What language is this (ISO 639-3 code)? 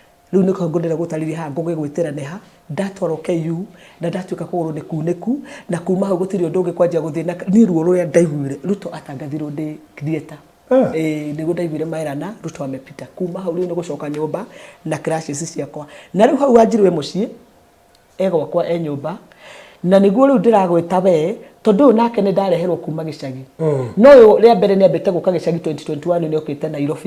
kik